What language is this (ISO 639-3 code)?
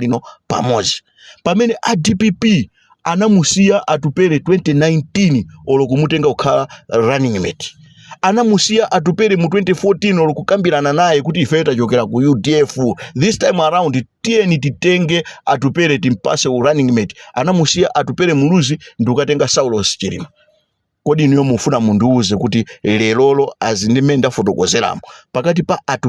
nya